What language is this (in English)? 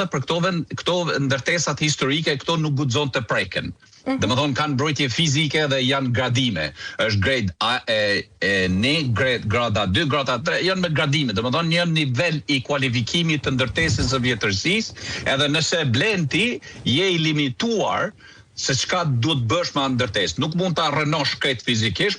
Albanian